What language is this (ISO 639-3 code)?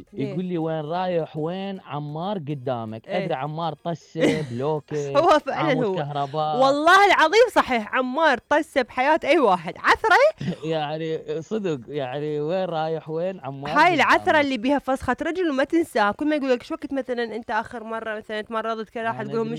acm